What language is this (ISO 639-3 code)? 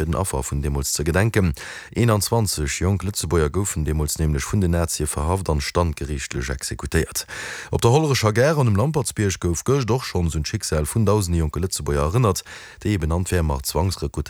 ltz